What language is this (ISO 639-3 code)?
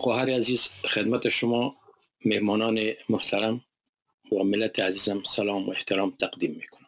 fas